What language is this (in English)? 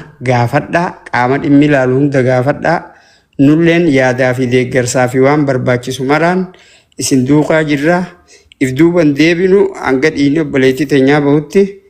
Oromo